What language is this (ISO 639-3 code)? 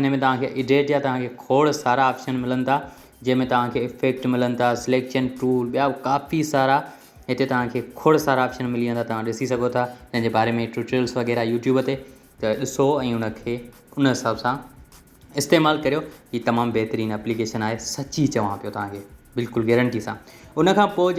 snd